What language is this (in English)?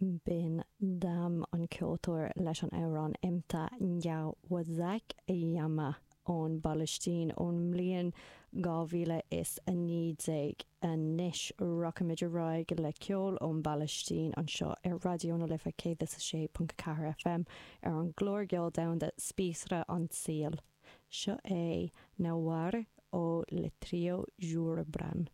Irish